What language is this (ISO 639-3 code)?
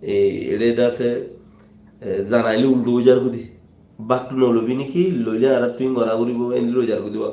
rhg